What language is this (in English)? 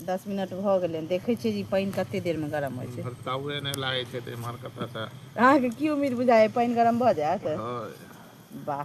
Maithili